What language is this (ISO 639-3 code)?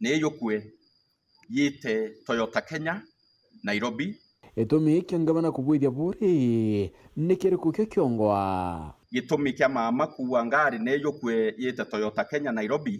mer